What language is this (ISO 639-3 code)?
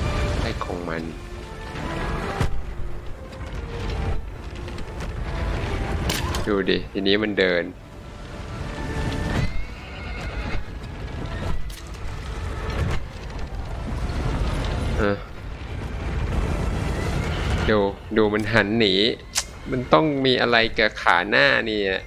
tha